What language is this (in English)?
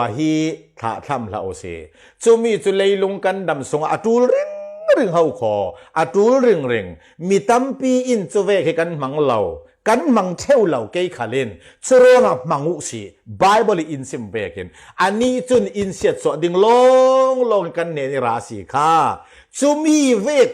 Falam Chin